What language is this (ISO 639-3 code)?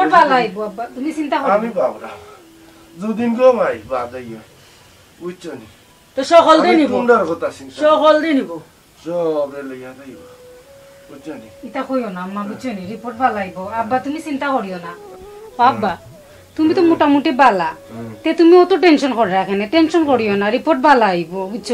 syl